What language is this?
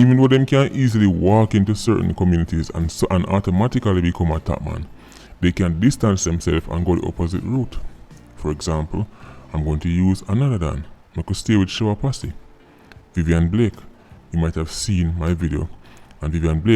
Jamaican Creole English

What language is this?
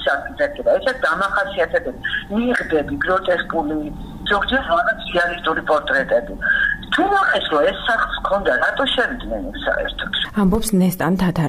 Georgian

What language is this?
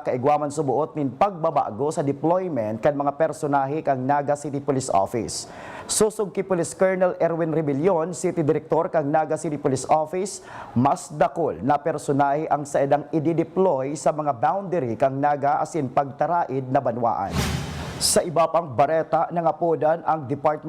Bikol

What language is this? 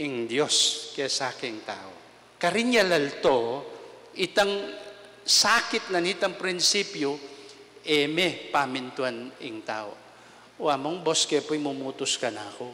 Pampanga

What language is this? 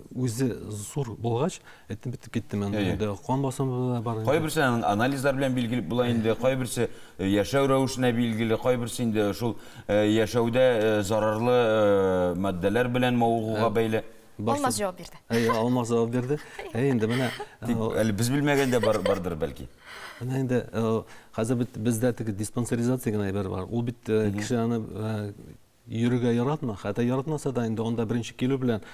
Tatar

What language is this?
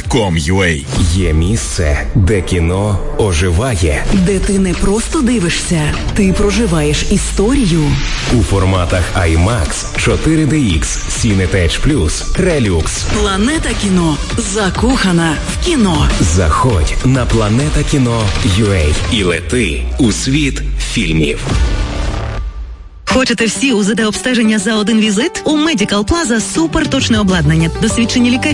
Ukrainian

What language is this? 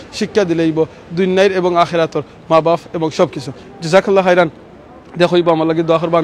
Sylheti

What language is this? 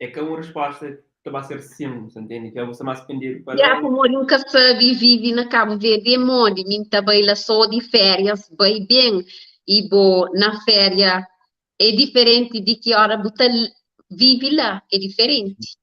Kabuverdianu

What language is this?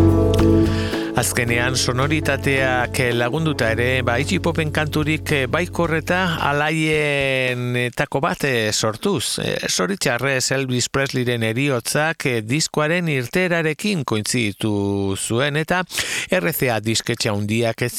Basque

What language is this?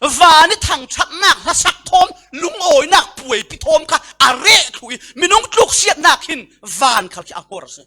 Falam Chin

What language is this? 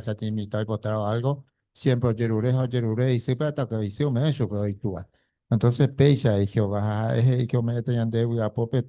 Guarani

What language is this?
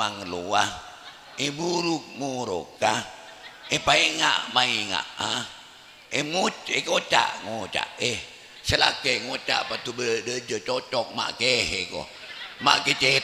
Madurese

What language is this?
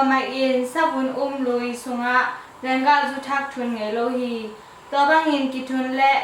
Tedim Chin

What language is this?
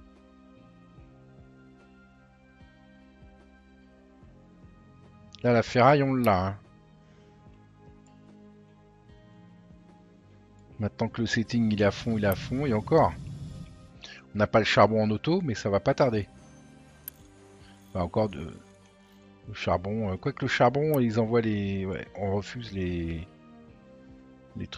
French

